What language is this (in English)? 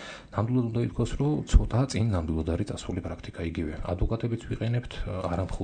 Georgian